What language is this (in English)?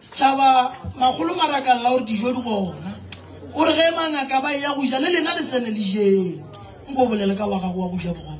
Northern Sotho